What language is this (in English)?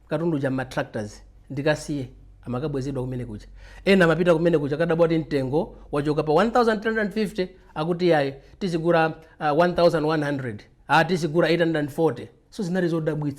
Nyanja